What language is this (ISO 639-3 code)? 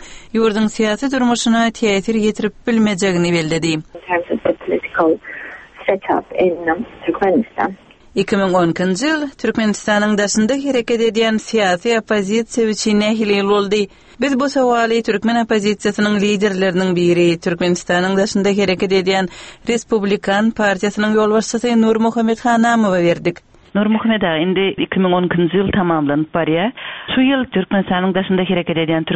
tuk